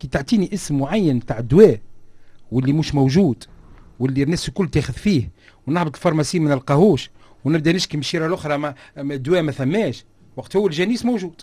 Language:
Tunisian Arabic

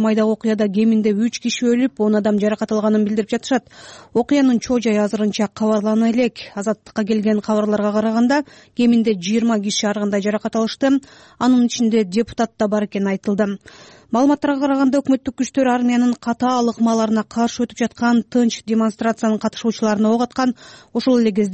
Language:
Kyrgyz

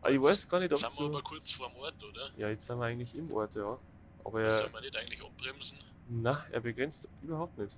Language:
Bavarian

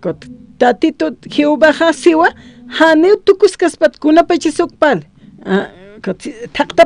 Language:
Aymara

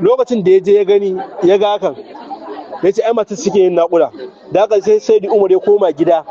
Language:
Hausa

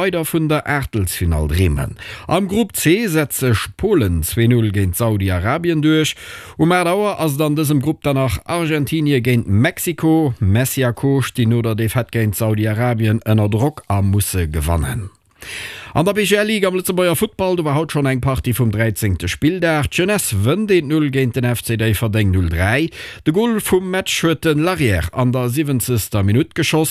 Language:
Luxembourgish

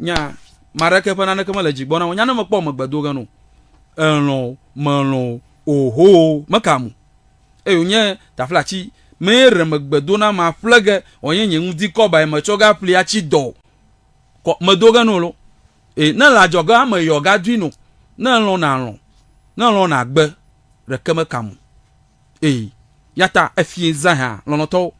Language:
Ewe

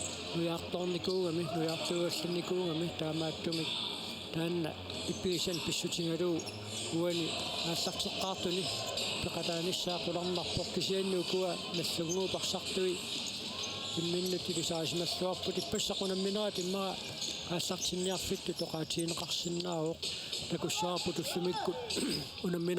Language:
Kalaallisut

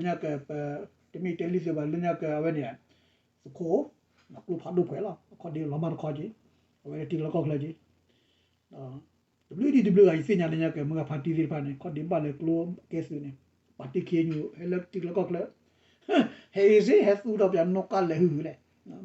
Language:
S'gaw Karen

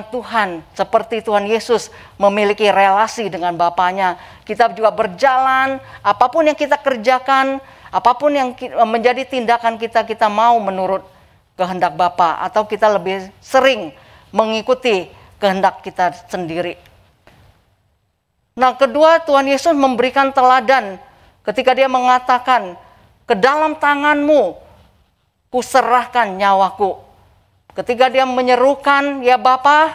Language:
Indonesian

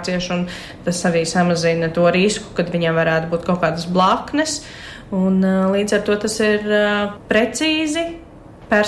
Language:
Latvian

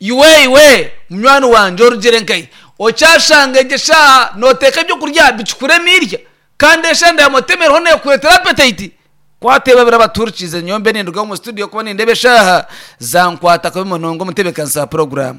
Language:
Nyankole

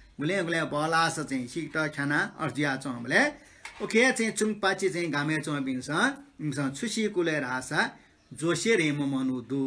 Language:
Newari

